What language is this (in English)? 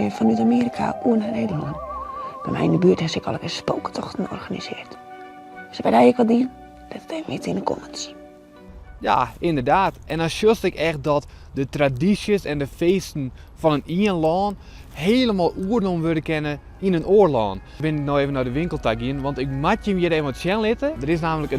Western Frisian